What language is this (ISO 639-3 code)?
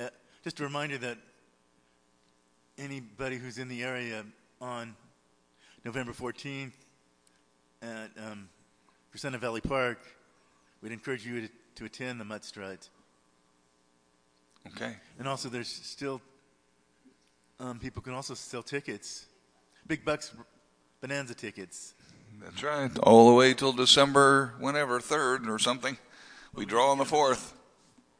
eng